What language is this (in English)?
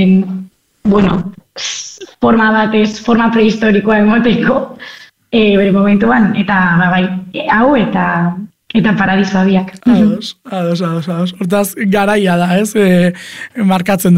Basque